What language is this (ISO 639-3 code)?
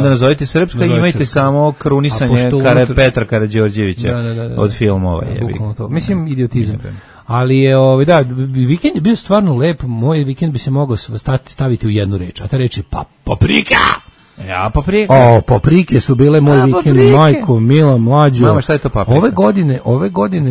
srp